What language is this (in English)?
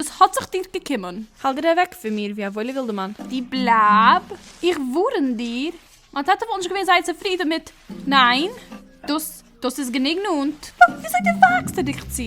Yiddish